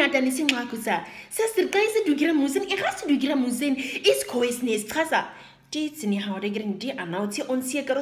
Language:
Nama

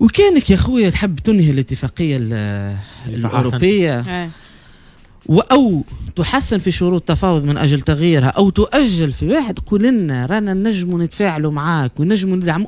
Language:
Tunisian Arabic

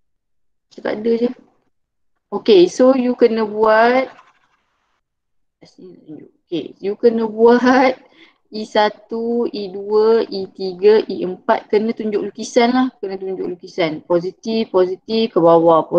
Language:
Malay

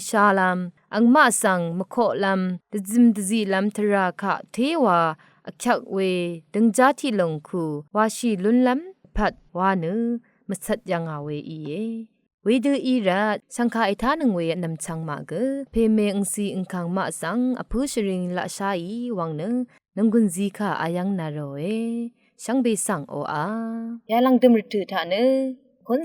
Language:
Rawang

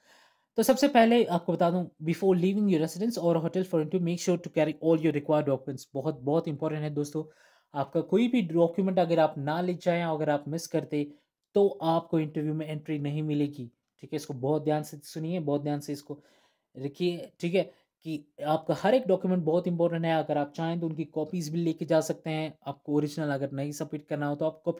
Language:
Hindi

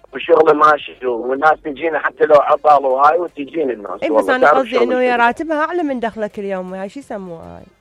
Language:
Mesopotamian Arabic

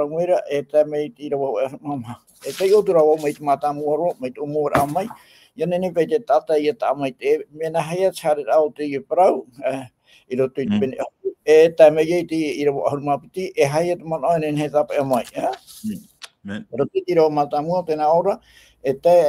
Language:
Tahitian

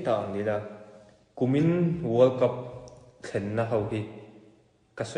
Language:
Mizo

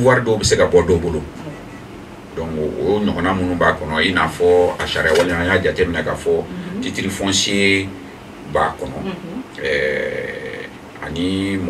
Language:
Bambara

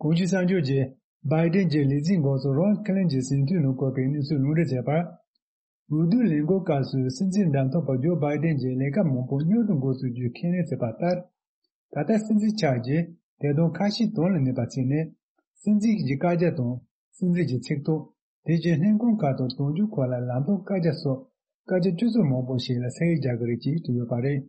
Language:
Tibetan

